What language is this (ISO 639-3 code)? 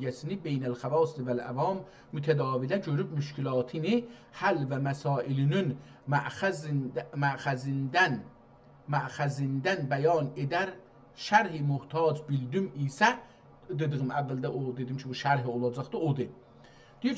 azb